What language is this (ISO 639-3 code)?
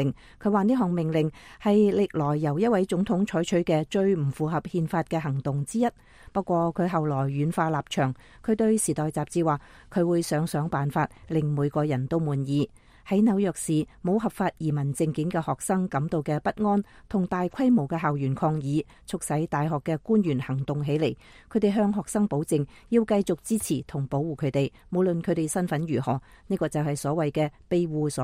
yue